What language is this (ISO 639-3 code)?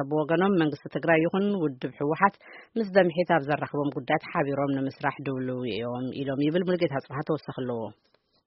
tir